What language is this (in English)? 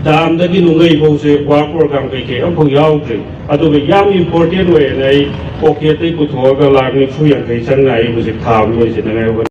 Manipuri